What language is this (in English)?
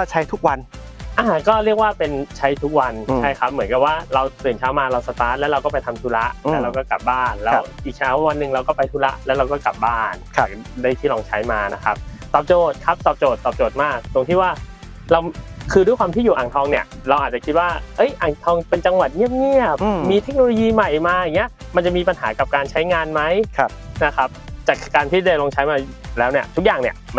Thai